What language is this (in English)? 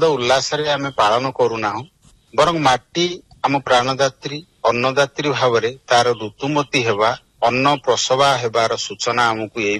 Odia